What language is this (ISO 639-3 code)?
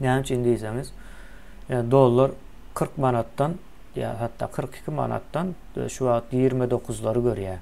tuk